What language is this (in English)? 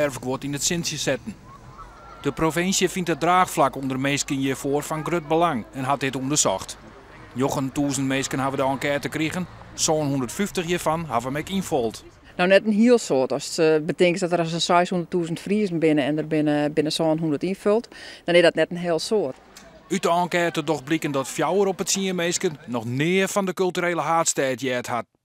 Western Frisian